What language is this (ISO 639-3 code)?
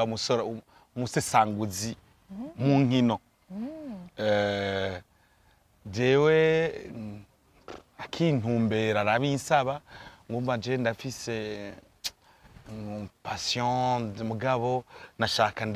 run